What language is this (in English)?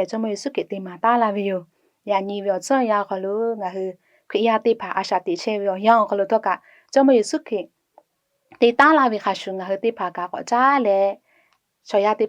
Lahu